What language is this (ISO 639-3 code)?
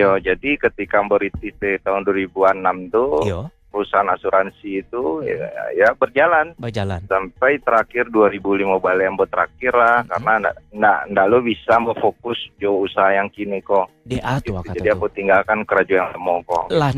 min